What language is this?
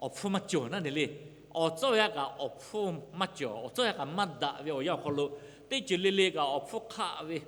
Lahu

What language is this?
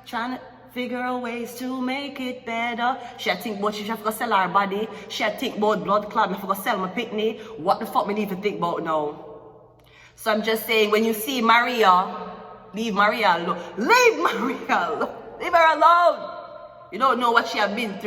Jamaican Creole English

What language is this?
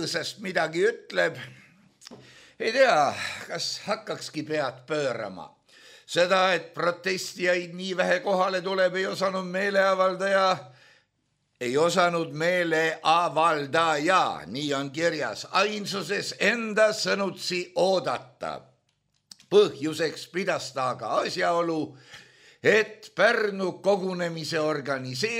Estonian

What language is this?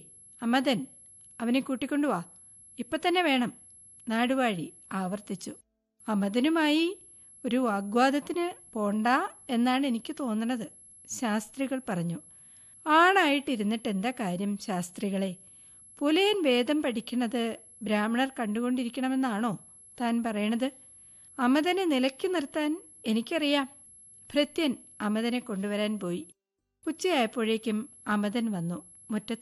Malayalam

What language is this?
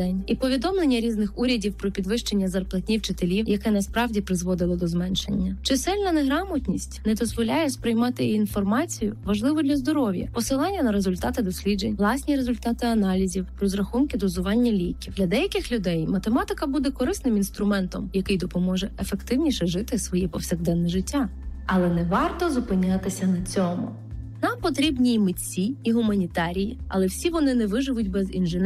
Ukrainian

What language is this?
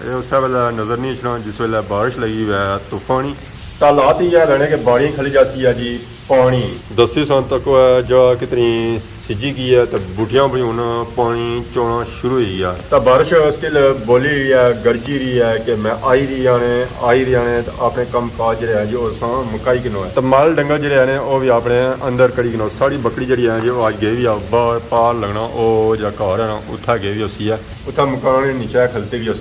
Pahari-Potwari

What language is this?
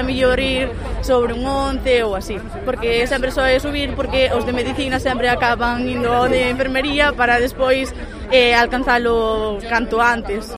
Galician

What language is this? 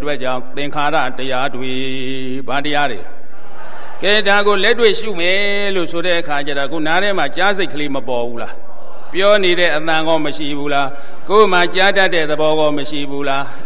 Burmese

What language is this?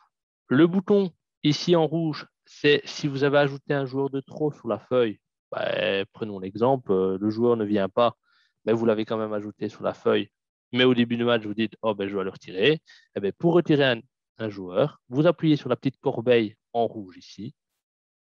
French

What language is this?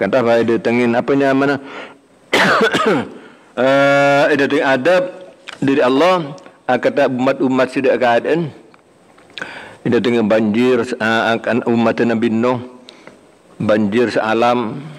Malay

